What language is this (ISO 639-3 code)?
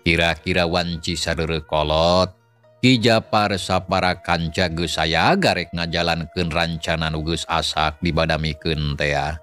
sun